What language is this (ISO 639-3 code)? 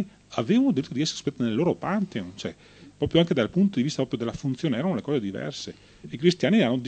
ita